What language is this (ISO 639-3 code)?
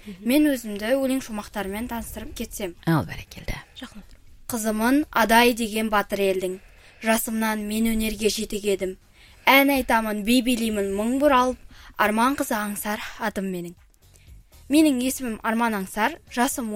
kaz